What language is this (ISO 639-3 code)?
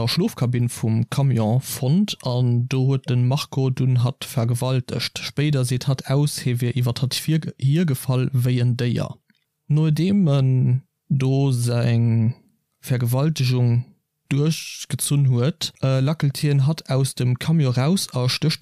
ltz